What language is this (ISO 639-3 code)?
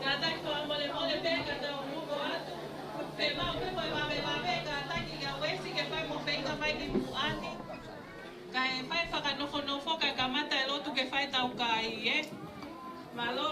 ton